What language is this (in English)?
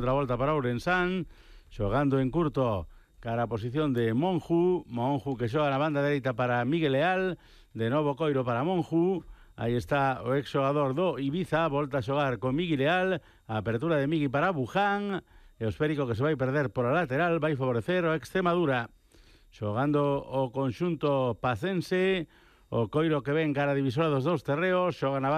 Galician